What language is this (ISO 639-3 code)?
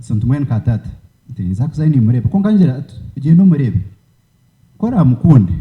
nyn